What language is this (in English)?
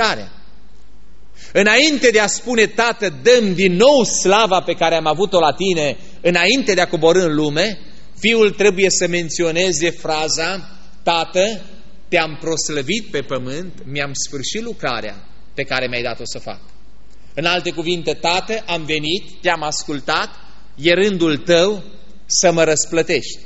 Romanian